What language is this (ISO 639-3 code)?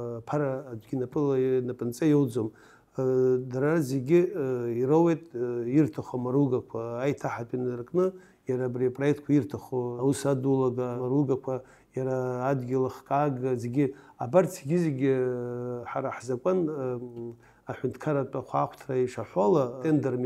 abk